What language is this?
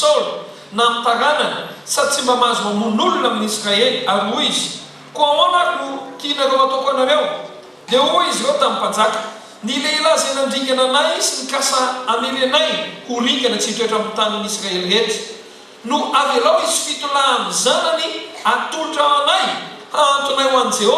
Malagasy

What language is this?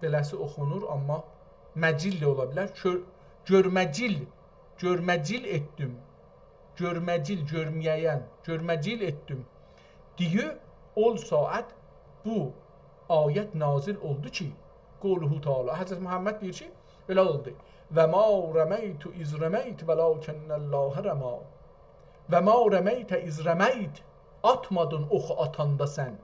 South Azerbaijani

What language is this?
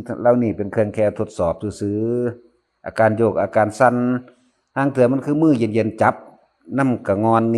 Northeastern Thai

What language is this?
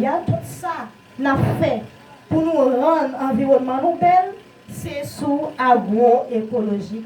Haitian Creole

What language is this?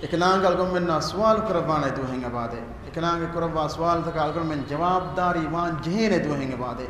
Divehi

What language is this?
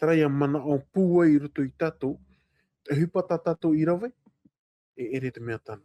Tahitian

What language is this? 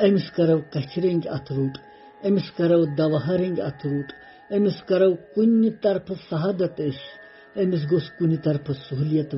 Kashmiri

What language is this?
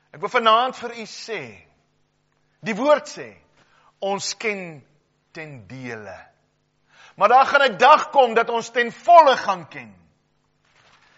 Afrikaans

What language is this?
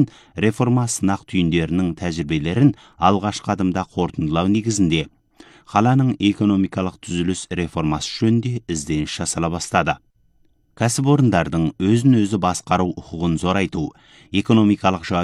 Kazakh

